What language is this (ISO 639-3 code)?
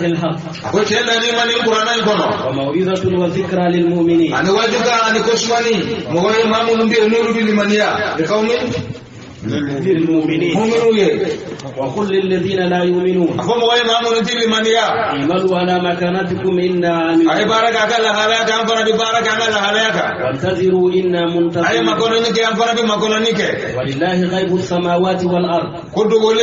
bam